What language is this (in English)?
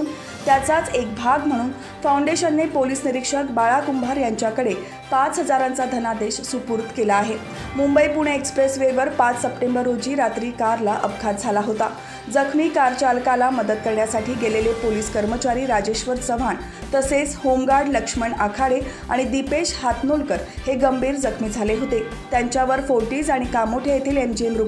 Marathi